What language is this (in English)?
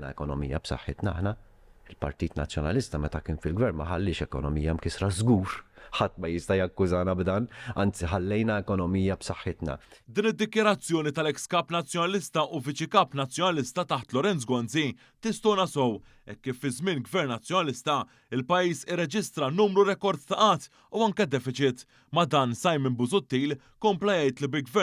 Maltese